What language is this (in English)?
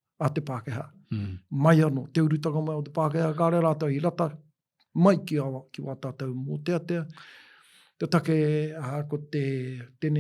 Māori